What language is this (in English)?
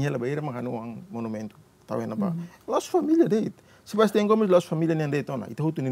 Tetum